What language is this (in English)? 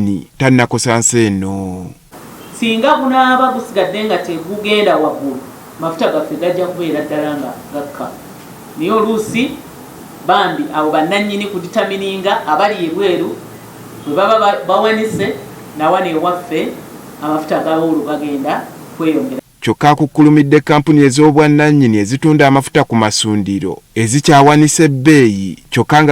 Ganda